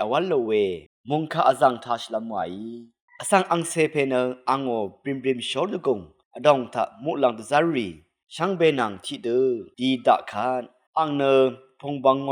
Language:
Rawang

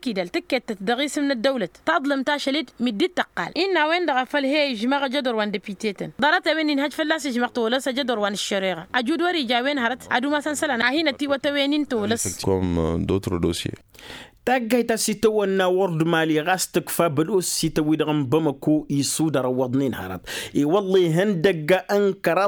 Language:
Tamasheq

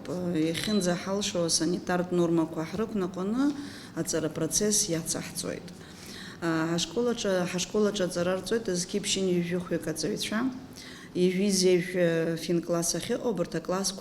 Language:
Abkhazian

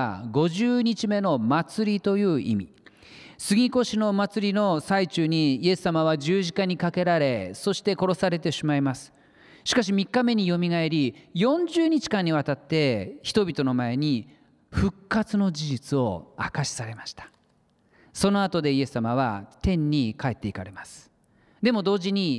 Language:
Japanese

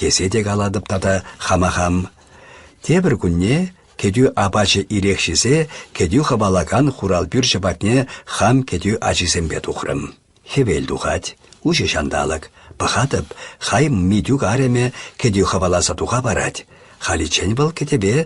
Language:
Chuvash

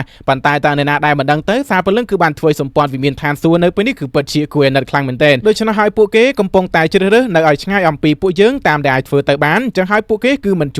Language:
Khmer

